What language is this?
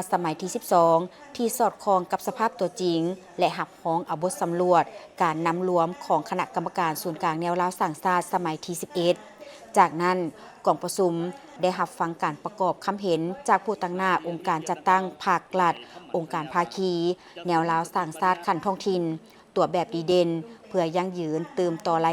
Lao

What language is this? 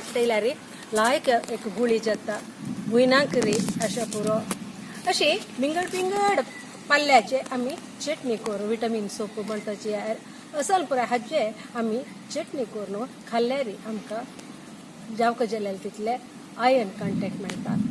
Konkani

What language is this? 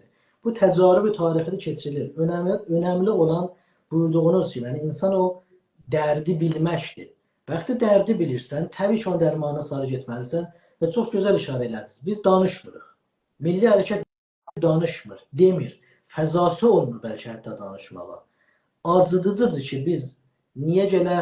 South Azerbaijani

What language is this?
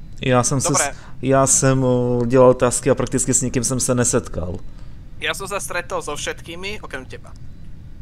Slovak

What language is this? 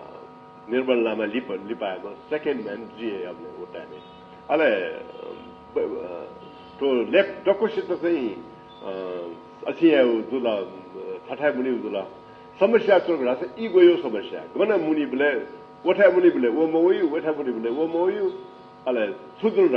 Newari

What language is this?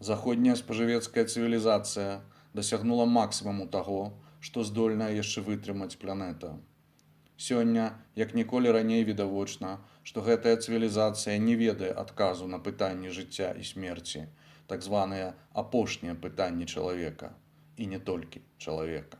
Belarusian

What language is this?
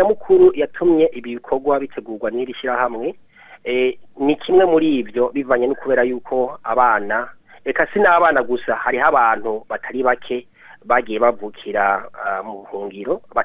Rundi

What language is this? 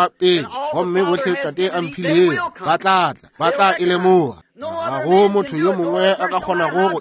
Northern Sotho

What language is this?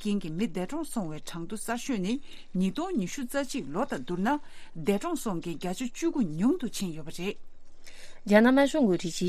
Tibetan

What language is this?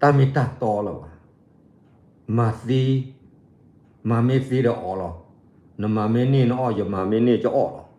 S'gaw Karen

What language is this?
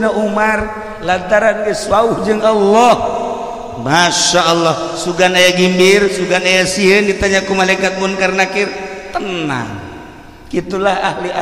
Sundanese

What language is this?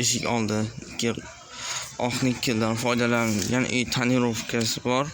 Uzbek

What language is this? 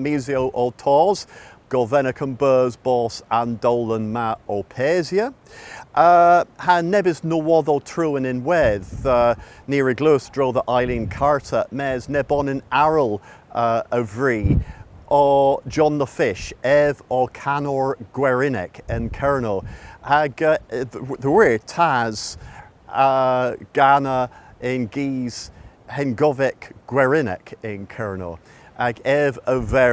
Cornish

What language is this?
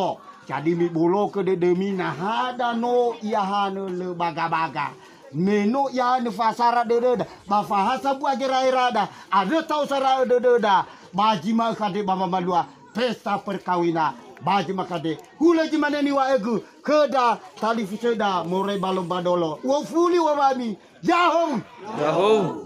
Nias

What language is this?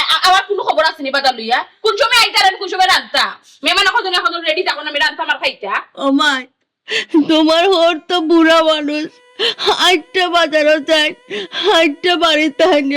Sylheti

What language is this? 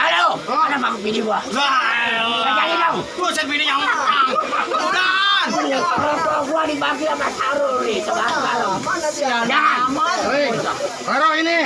Betawi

